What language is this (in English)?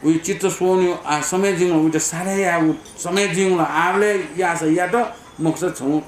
Newari